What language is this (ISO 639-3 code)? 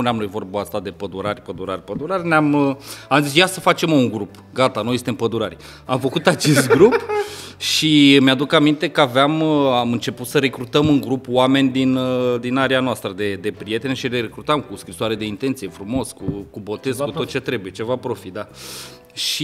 ron